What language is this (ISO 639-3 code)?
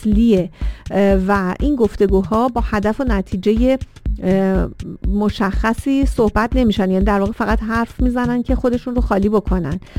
fas